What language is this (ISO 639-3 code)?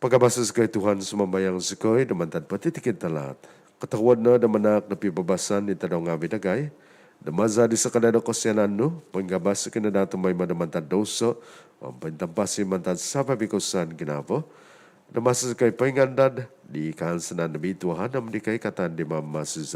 dtp